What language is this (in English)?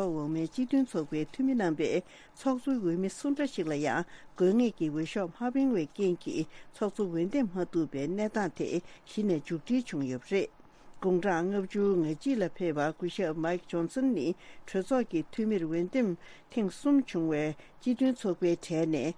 Tibetan